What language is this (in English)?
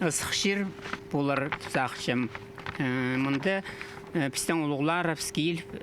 Khakas